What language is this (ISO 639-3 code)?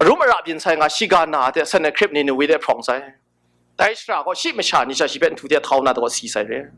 kac